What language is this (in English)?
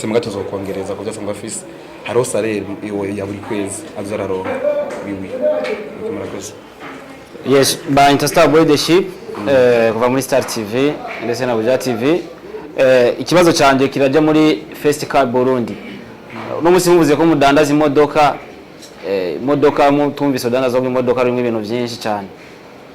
Rundi